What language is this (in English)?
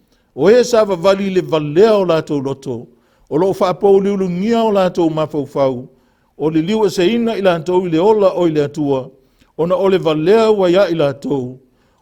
Samoan